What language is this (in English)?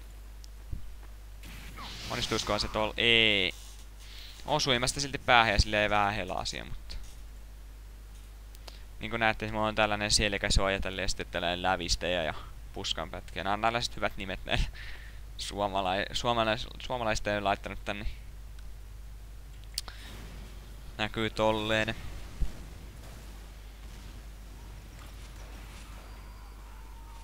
Finnish